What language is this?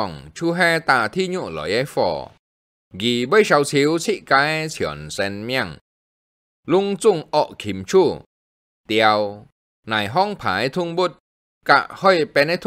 Hakka Chinese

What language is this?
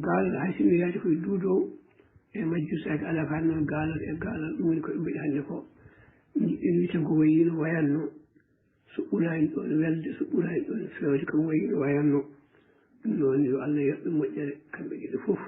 Fula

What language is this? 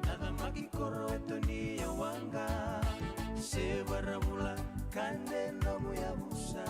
Fijian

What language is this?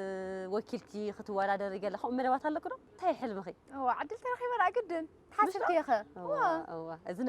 Tigrinya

